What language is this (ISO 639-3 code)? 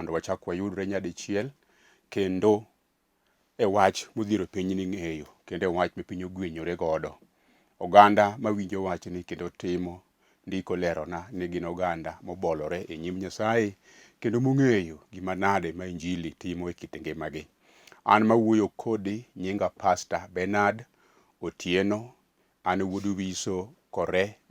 luo